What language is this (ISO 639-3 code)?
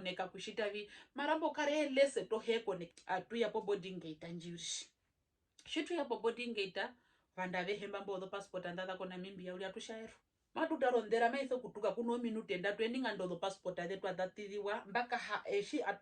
her